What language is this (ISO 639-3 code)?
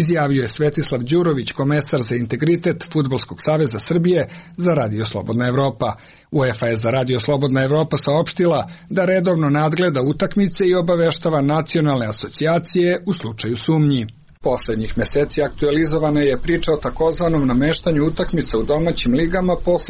srp